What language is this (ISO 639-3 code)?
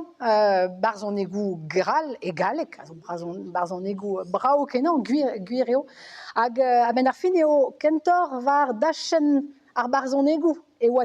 bre